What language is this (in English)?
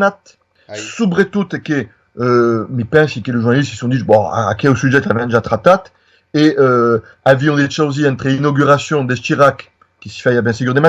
Occitan